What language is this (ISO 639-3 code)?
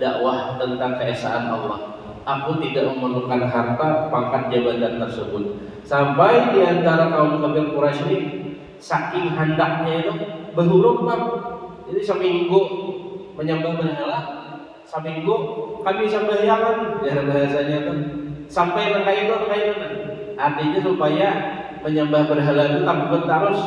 bjn